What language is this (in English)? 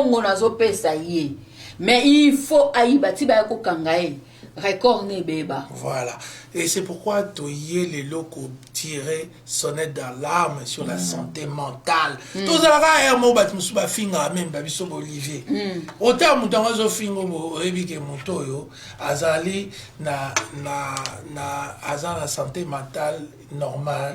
Lingala